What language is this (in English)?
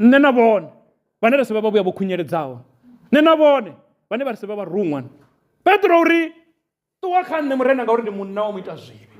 Venda